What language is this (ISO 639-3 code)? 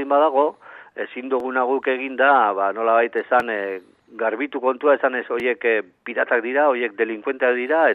eus